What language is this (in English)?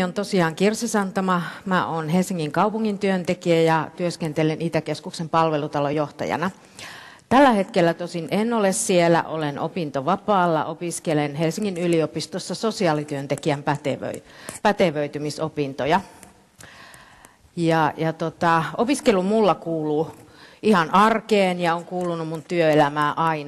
Finnish